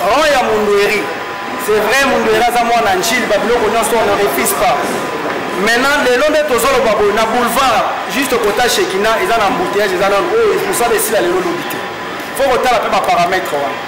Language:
Lingala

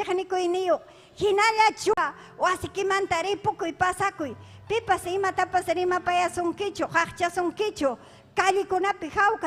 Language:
Ayacucho Quechua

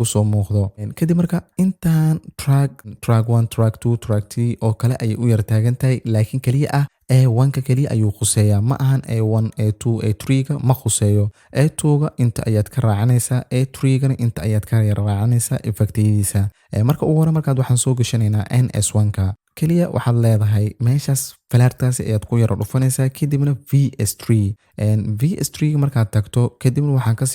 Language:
Somali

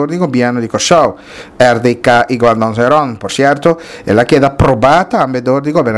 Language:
Papiamento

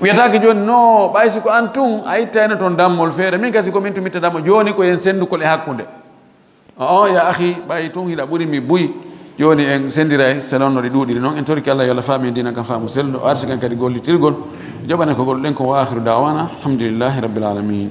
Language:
Fula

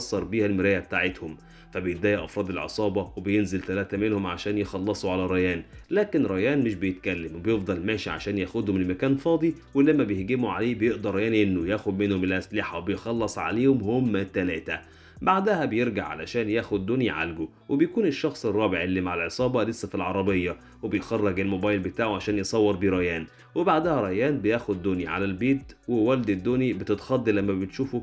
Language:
Egyptian Arabic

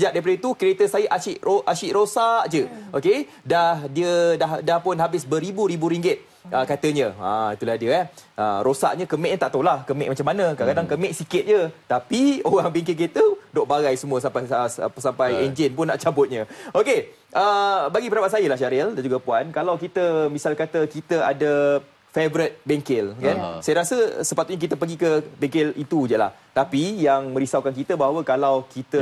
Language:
Malay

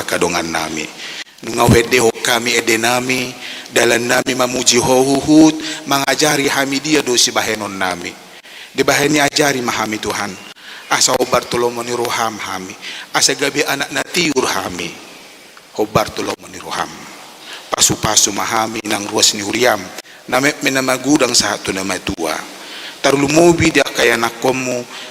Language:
Batak Toba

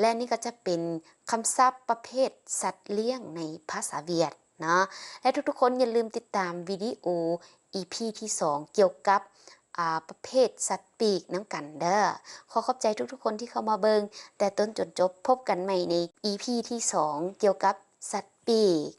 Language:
Lao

